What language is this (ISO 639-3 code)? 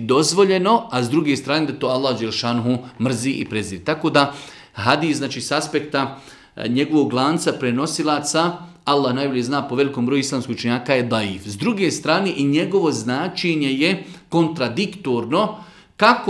bos